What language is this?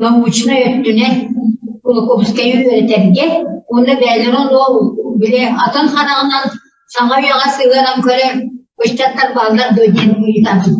Yakut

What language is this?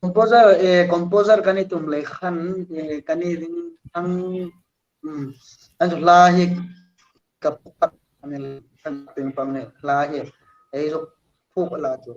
Hmar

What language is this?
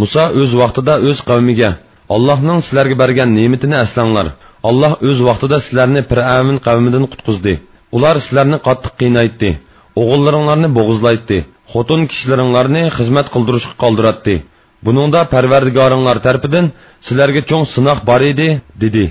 Uyghur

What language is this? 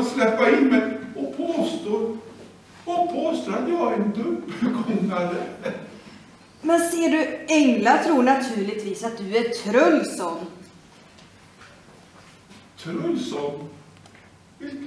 Swedish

